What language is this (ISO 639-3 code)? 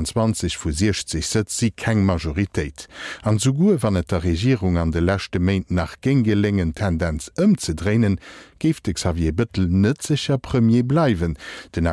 ltz